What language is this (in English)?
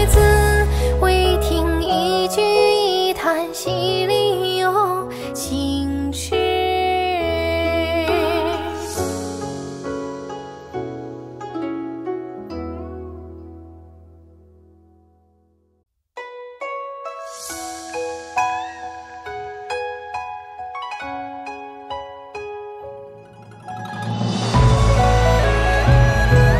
Chinese